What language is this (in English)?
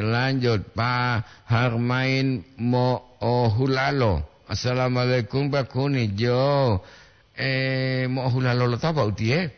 Gorontalo